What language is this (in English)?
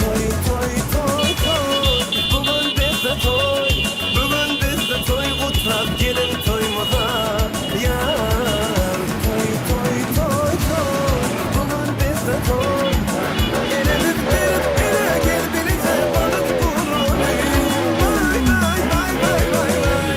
Turkmen